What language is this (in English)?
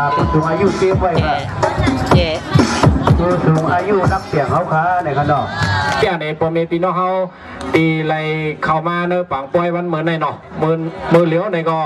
Shan